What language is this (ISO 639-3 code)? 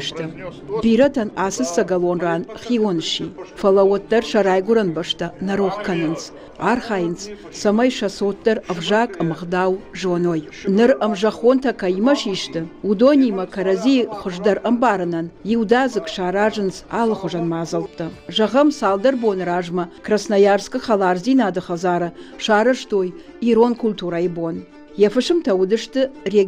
oss